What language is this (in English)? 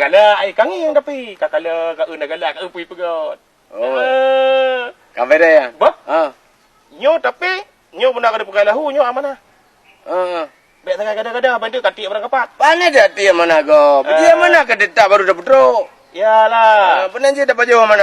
Achinese